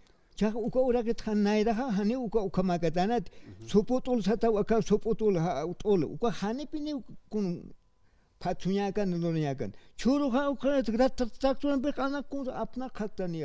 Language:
Aymara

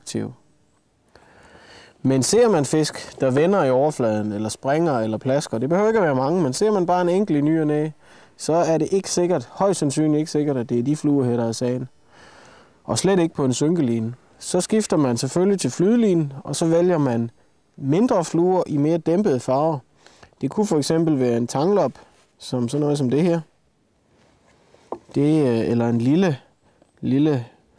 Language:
Danish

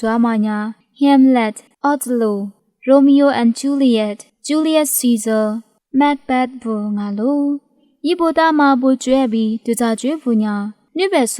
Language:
Lisu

